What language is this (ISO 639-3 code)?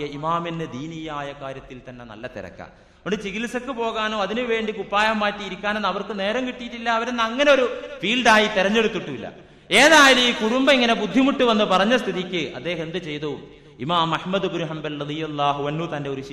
mal